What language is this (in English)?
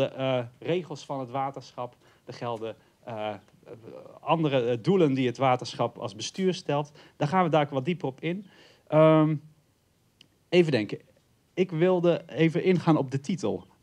Dutch